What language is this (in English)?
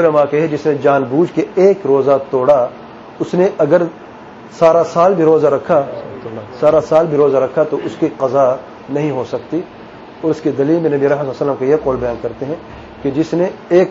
Urdu